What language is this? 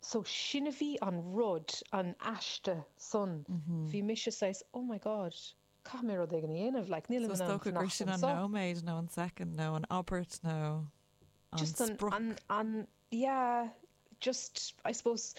Irish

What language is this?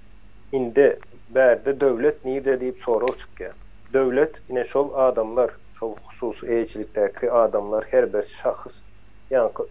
Turkmen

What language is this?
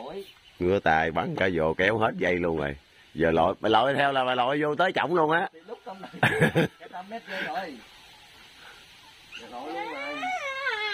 Vietnamese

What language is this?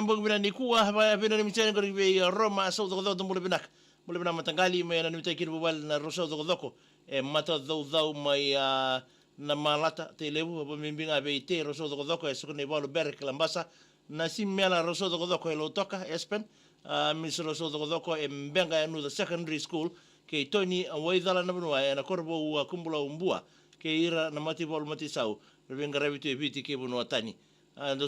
Fijian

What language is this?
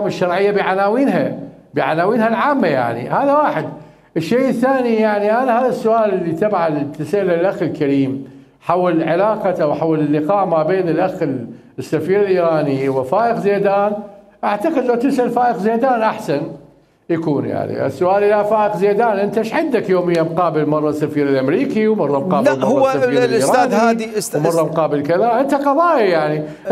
Mesopotamian Arabic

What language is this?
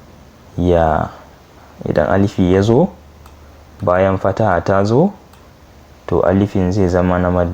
Hausa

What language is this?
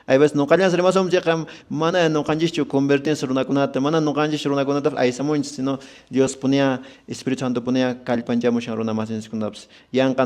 Quechua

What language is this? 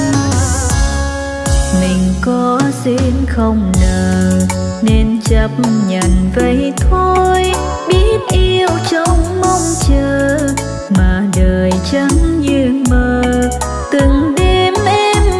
Vietnamese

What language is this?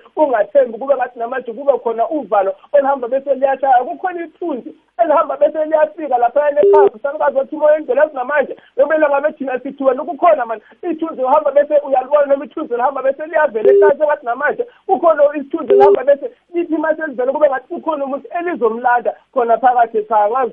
South Ndebele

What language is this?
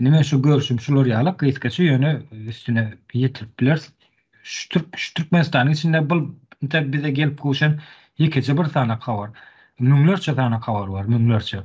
Turkmen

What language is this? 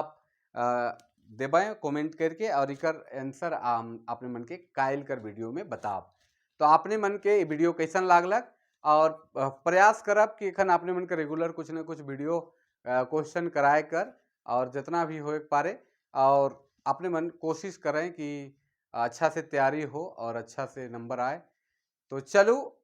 Sadri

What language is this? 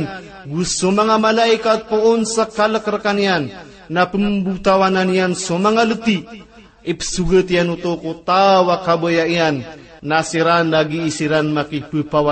Maranao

